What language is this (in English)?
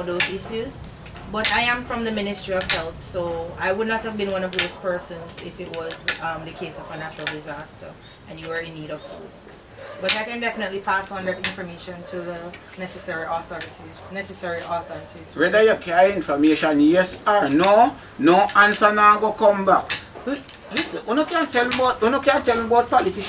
Jamaican Creole English